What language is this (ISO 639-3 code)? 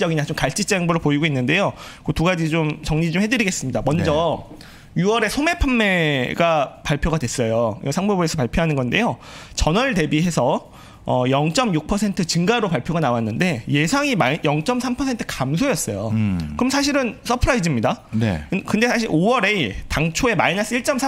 kor